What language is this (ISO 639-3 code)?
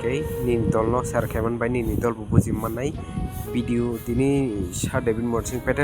trp